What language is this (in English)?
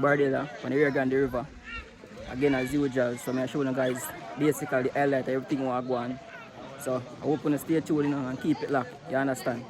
Jamaican Creole English